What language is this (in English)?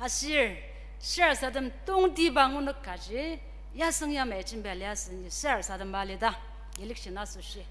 Ao Naga